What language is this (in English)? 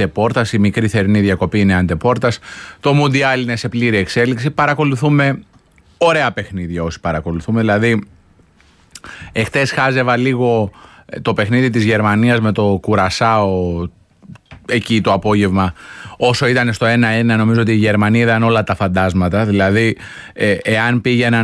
Greek